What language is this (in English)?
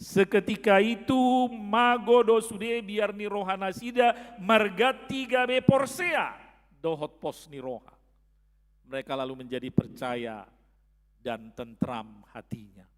Batak Toba